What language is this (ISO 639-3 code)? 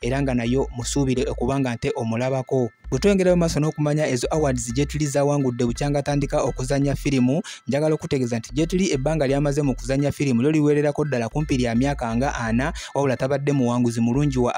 lug